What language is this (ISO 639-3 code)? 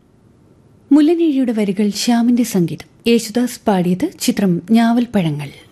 mal